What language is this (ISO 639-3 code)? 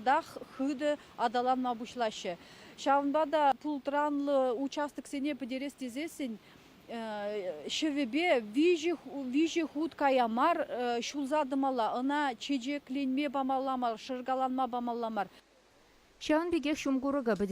chv